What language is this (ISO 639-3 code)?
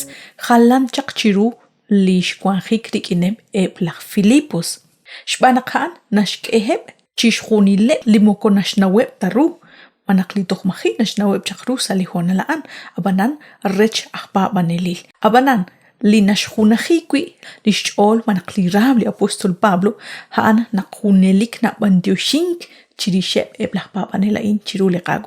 kek